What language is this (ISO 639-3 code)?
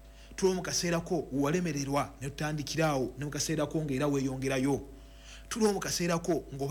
lug